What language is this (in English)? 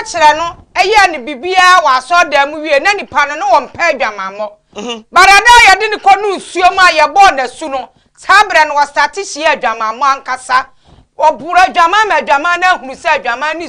Akan